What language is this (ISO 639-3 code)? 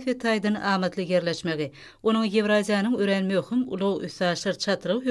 tuk